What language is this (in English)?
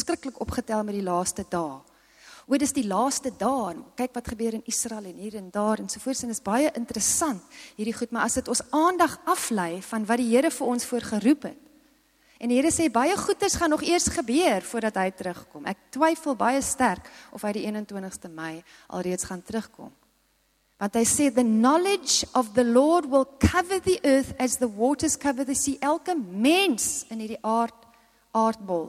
Afrikaans